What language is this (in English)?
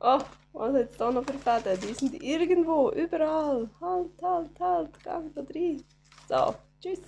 Swiss German